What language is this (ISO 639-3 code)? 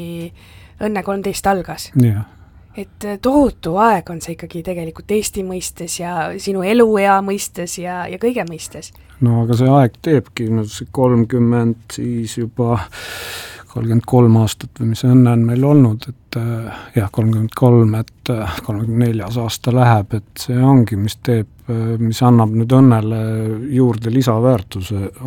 est